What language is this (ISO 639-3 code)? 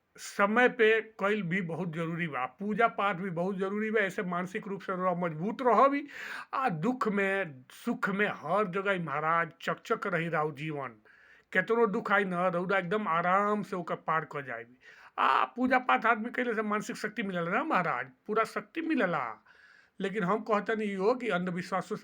bho